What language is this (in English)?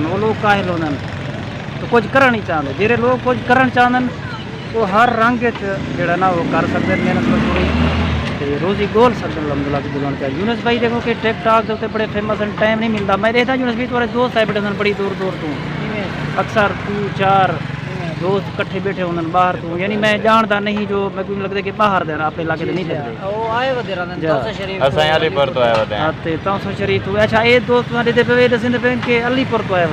Saraiki